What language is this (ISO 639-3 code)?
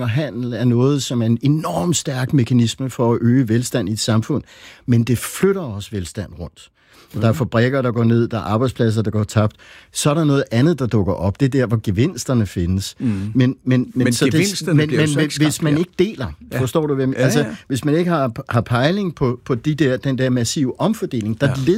dan